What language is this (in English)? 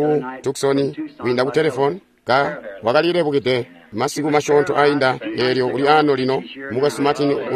Tonga (Zambia)